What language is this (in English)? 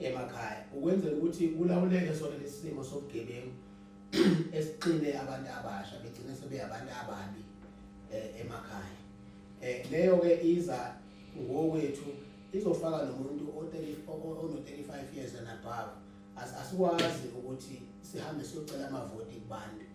Zulu